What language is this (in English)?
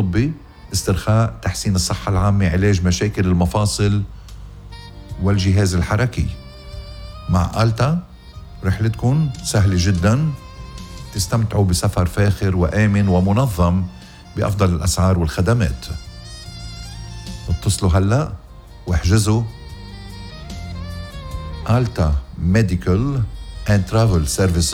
North Levantine Arabic